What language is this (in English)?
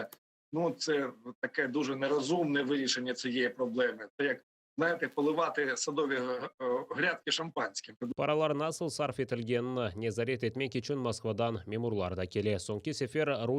Crimean Tatar